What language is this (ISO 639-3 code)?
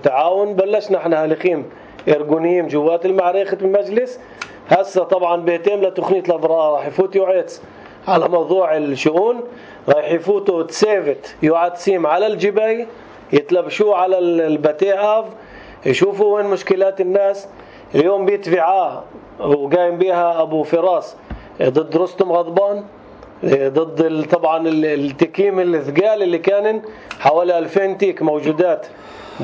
apc